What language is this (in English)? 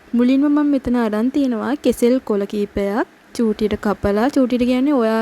Sinhala